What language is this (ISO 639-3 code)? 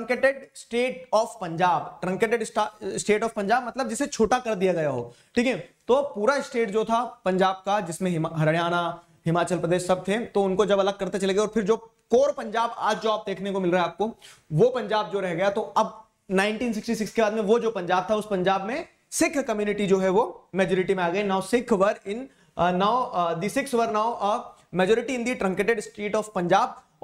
hin